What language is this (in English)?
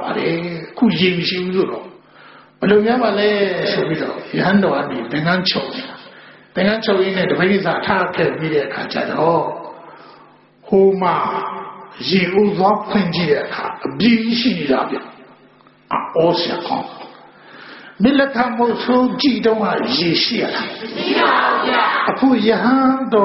Burmese